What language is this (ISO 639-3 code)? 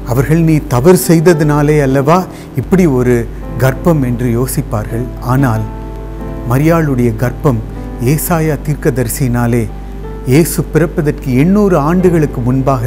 tam